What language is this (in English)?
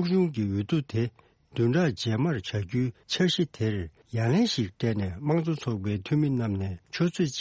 Tibetan